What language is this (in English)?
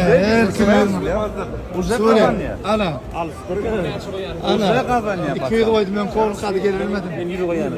Turkmen